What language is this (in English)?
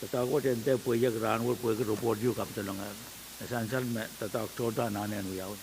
Pohnpeian